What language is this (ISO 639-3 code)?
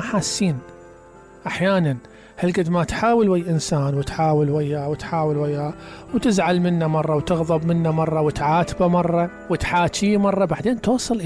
acm